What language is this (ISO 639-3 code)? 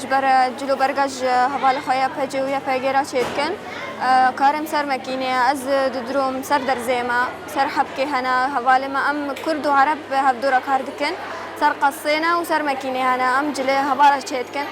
kur